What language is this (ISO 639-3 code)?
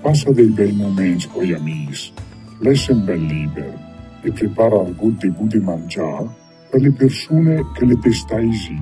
lmo